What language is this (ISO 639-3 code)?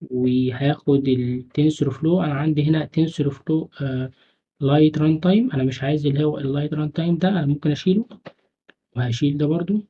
arz